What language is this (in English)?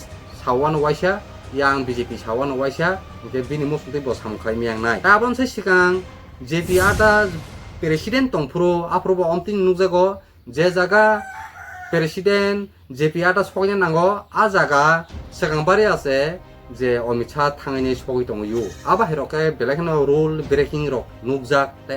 Kok Borok